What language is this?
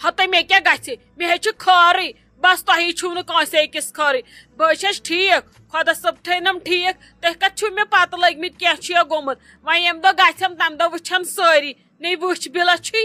Kashmiri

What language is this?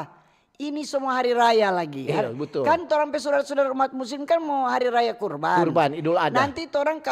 Manado Malay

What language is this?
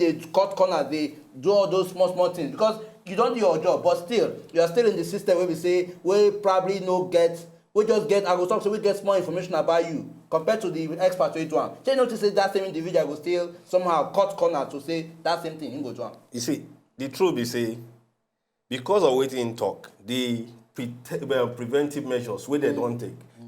Nigerian Pidgin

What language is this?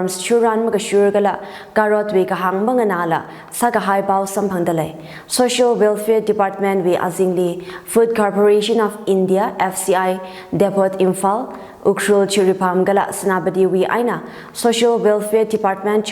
Tangkhul Naga (India)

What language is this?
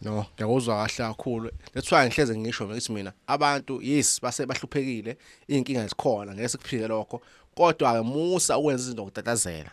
Zulu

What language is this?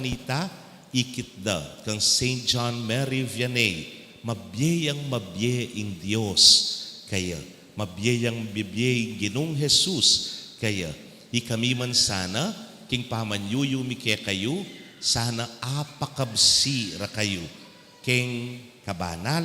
Pampanga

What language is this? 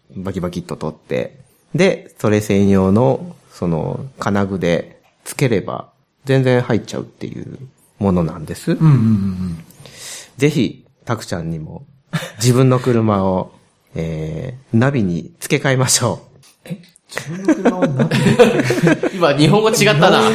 Japanese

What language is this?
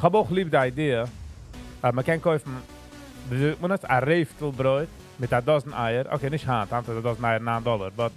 Yiddish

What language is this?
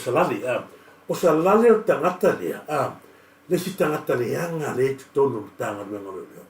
Samoan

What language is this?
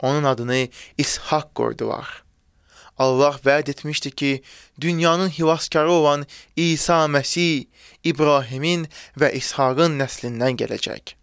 Azerbaijani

